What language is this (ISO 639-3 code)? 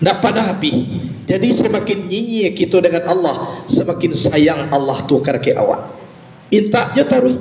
min